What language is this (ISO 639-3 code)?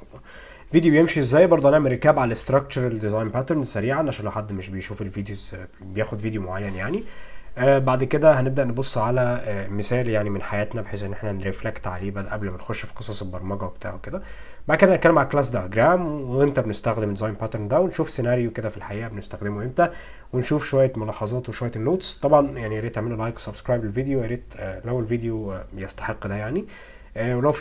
arz